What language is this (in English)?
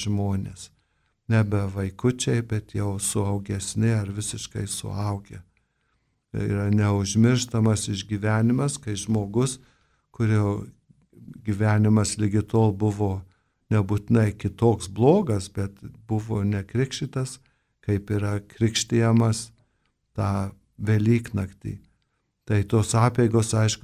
Lithuanian